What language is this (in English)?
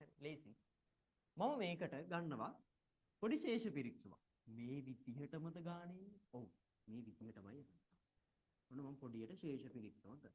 Sinhala